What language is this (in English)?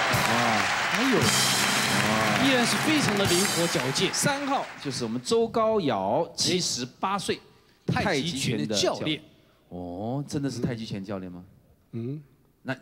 Chinese